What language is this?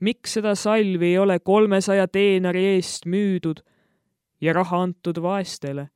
Estonian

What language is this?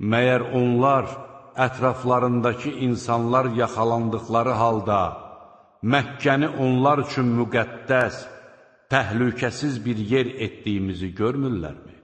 Azerbaijani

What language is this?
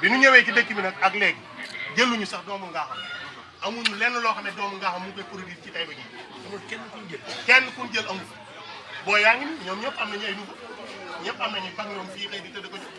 Wolof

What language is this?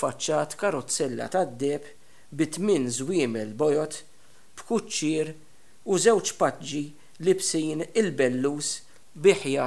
Maltese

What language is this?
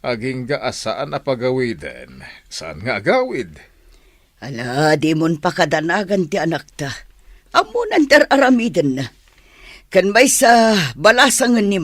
Iloko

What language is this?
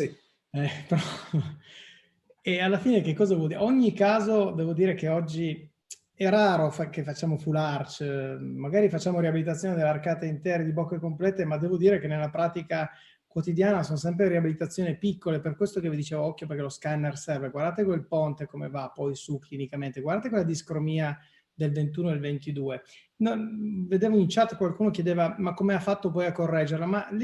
Italian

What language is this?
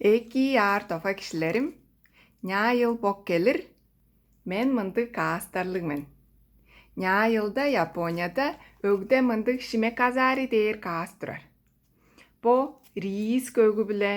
Tuvinian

